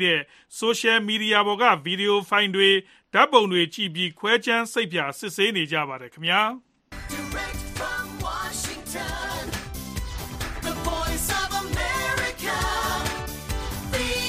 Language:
Burmese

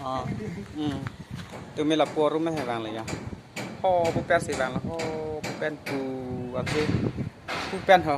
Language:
Karbi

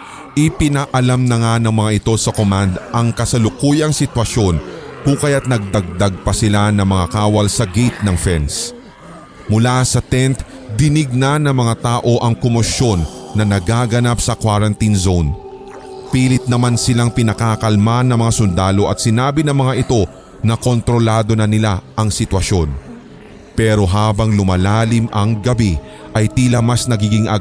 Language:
Filipino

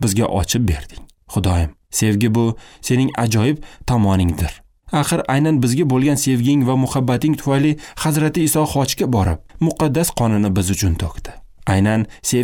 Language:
Uzbek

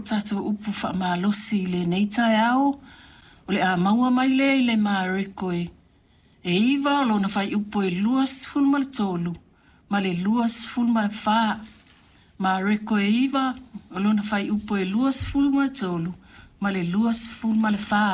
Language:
Samoan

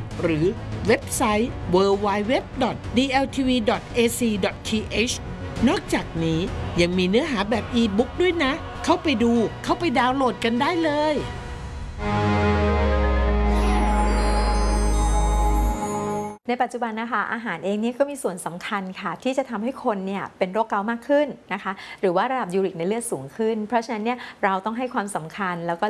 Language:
Thai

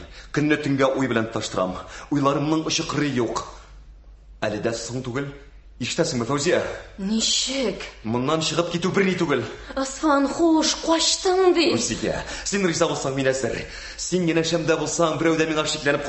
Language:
Tatar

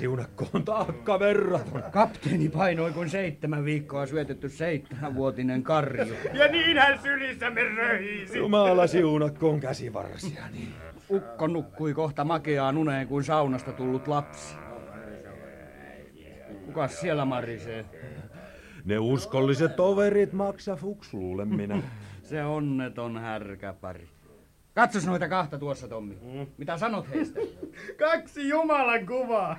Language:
Finnish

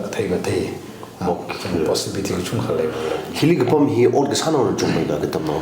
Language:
Tangkhul Naga (India)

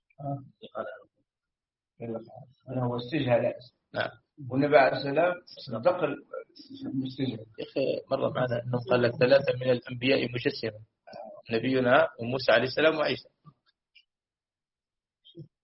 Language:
Arabic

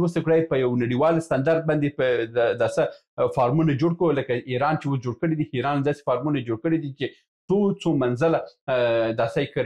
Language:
Pashto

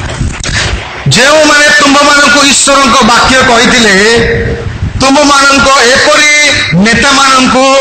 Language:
Odia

